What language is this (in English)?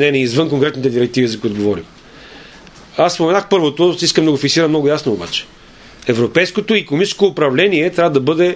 Bulgarian